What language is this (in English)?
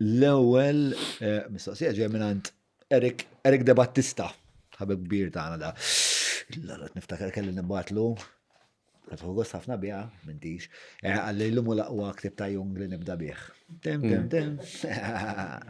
Maltese